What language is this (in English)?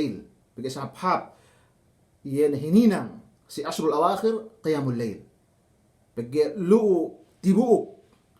Yakan